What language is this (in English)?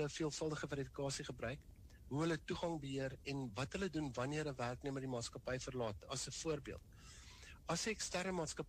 Afrikaans